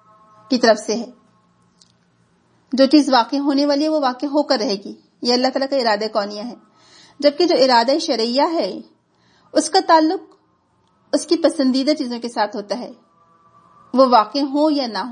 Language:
Urdu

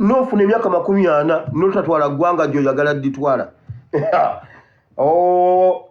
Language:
Ganda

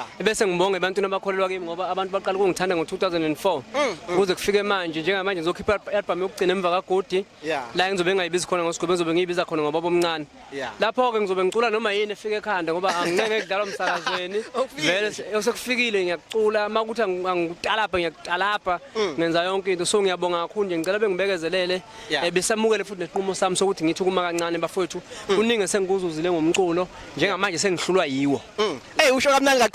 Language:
Zulu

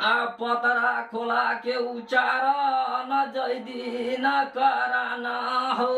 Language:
Maithili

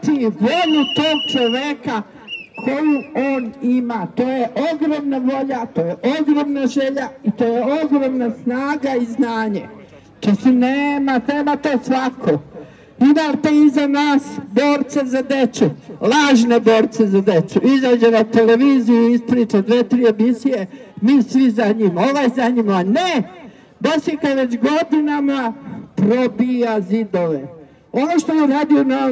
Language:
Serbian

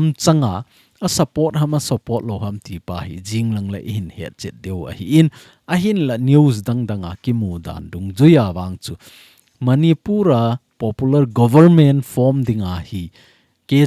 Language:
Thado Chin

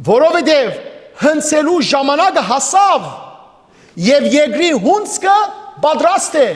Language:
Western Armenian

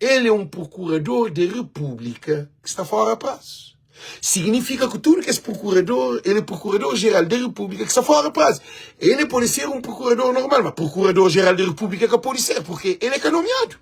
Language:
Kabuverdianu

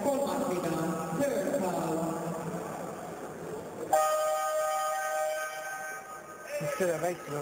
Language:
Estonian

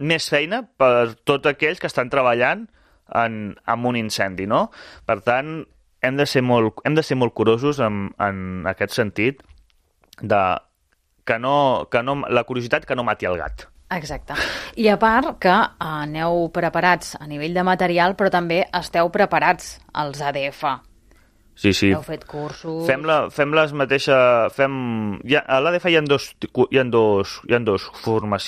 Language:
Catalan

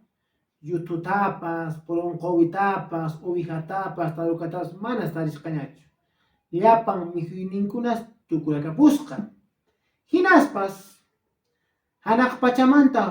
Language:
Quechua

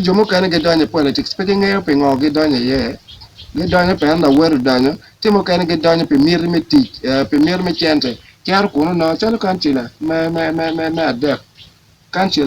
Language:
Acoli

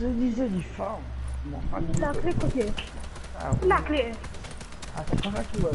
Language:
Morisyen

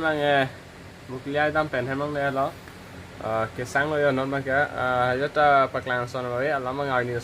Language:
Karbi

